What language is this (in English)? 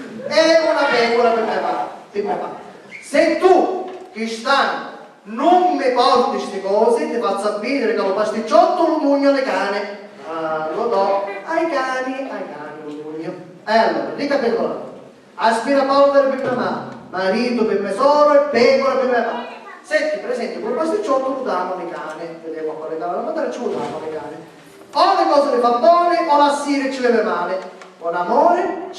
Sicilian